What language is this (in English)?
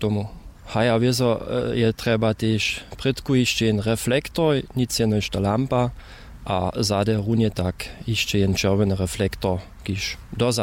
Upper Sorbian